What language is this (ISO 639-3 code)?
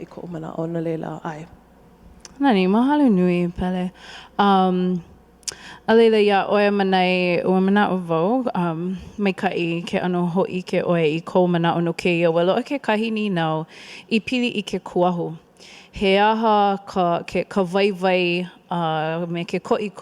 haw